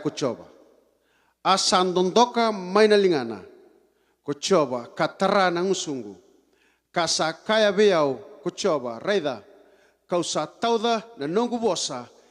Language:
Fijian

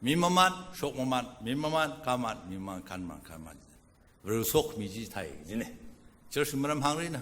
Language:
Tangkhul Naga (India)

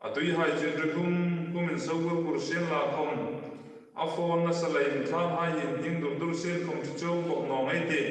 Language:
Hmar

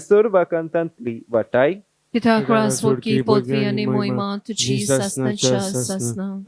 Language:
Konkani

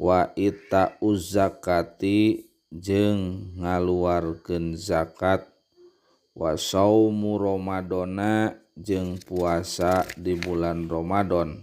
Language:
Sundanese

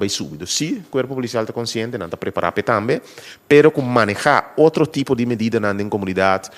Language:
Papiamento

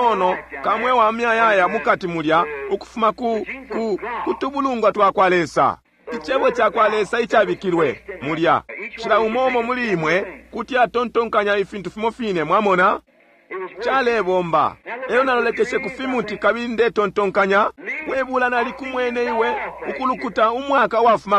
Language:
Bemba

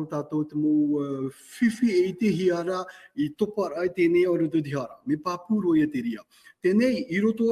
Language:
Tahitian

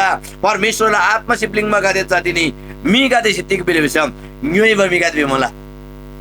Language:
Eastern Tamang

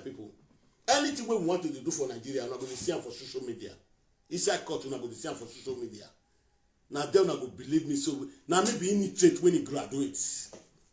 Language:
Nigerian Pidgin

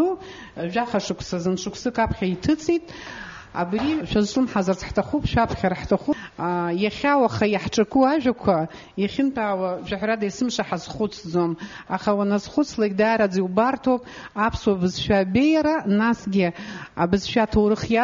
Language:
Abkhazian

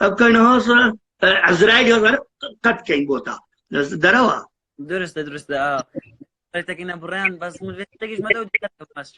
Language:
Kurdish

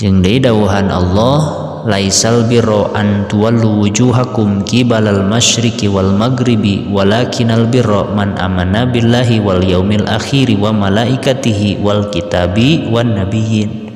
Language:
Sundanese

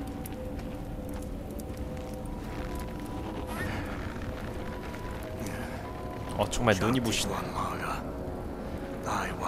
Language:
Korean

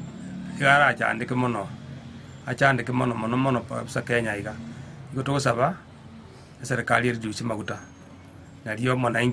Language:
Gusii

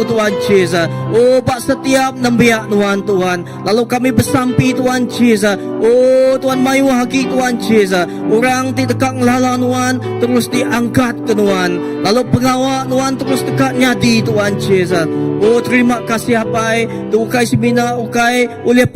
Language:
Iban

